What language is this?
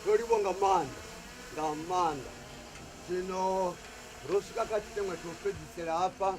Venda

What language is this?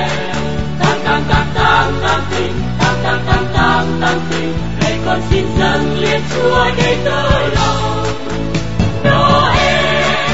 Vietnamese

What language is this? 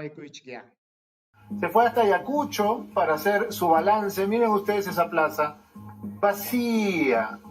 Ayacucho Quechua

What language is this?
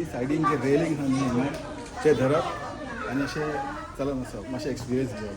Konkani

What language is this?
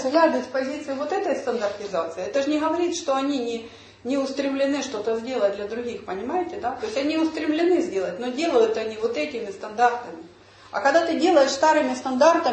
Russian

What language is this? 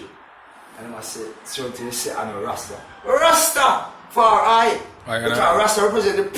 Jamaican Creole English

